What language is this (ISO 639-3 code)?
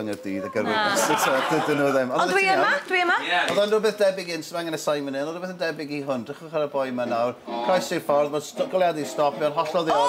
cym